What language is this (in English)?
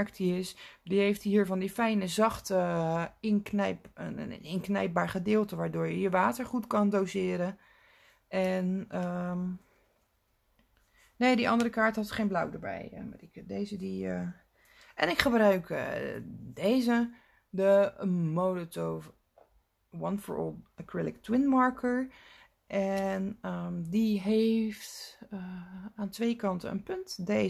Dutch